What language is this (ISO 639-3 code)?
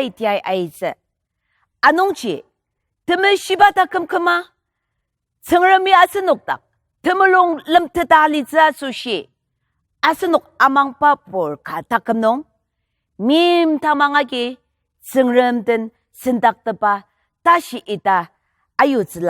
njo